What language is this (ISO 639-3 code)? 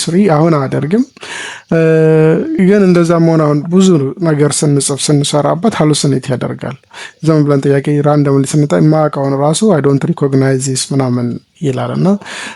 amh